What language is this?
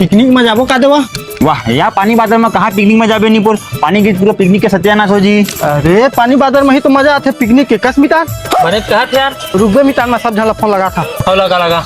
Chhattisgarhi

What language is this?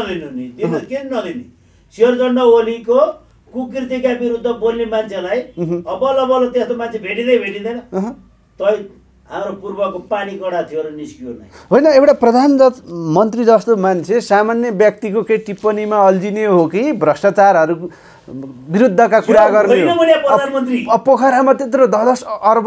Nepali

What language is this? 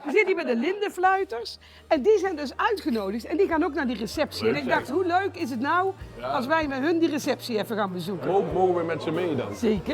Limburgish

